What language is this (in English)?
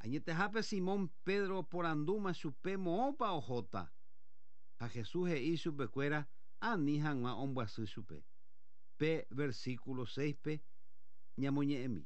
Guarani